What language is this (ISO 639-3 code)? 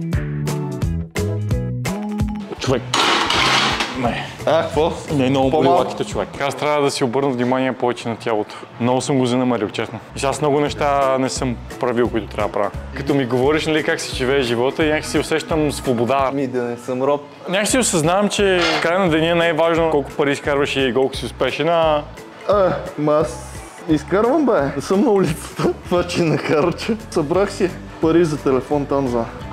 bul